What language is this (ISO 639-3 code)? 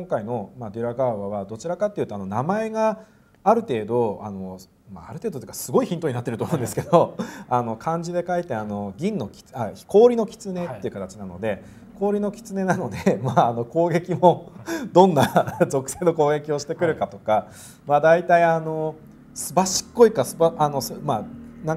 jpn